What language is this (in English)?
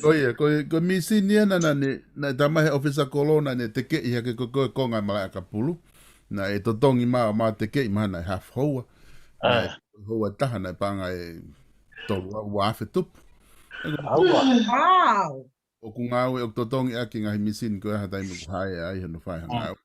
Tongan